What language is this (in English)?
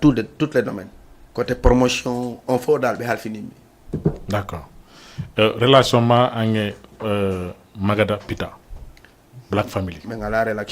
Fula